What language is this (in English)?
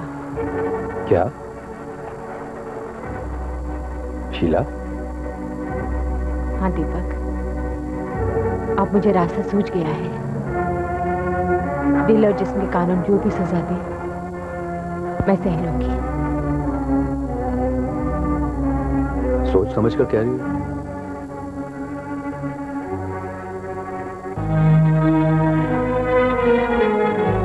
Hindi